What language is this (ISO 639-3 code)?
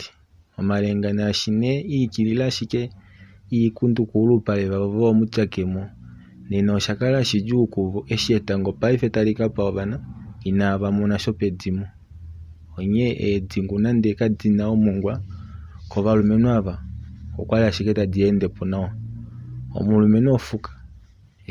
kua